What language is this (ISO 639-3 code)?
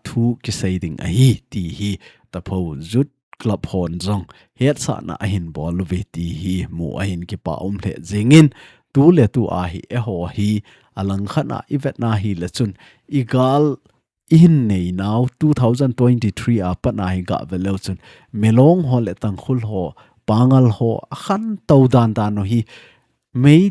tcz